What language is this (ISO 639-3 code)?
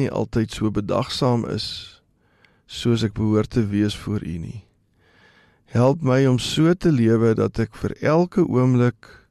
afr